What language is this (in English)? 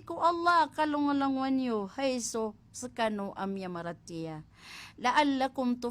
Maranao